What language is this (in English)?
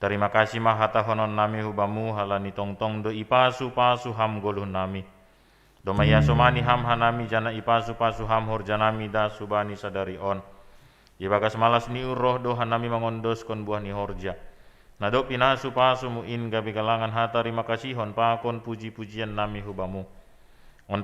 Batak Simalungun